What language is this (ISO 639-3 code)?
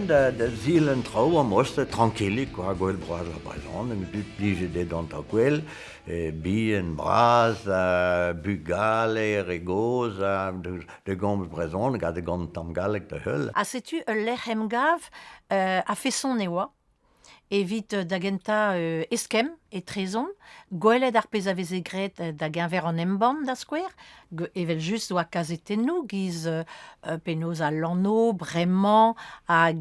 bre